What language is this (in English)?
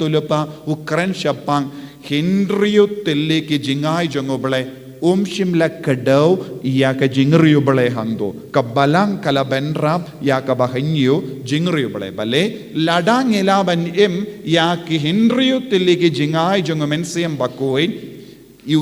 Khasi